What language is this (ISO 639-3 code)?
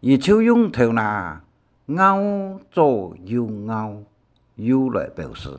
hak